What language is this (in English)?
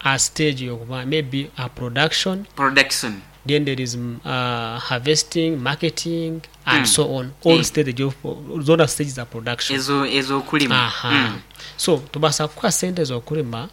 Nyankole